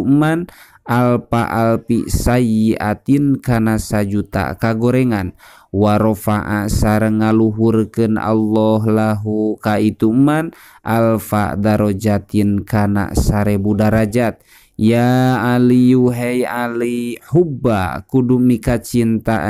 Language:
Sundanese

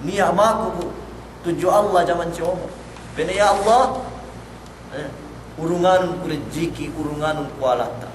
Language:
Yakan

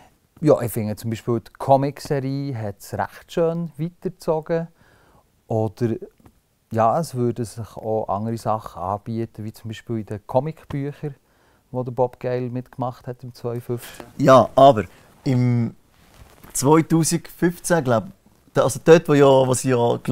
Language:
Swiss German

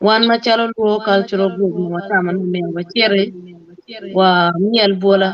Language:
Acoli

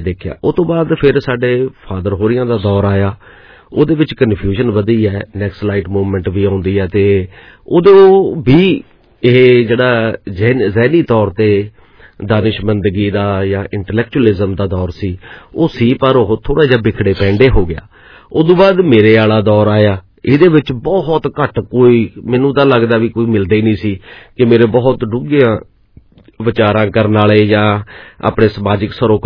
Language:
Punjabi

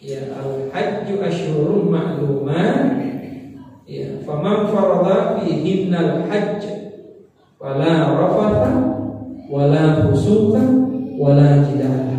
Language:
Buginese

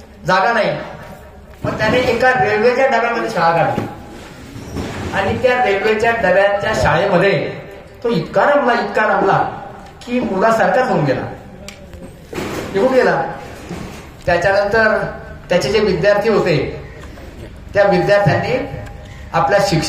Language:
Marathi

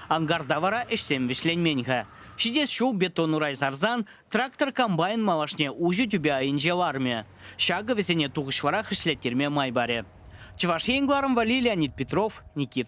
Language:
Chuvash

